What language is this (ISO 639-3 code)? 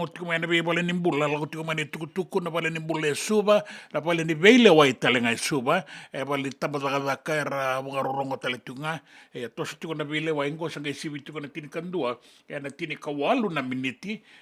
fij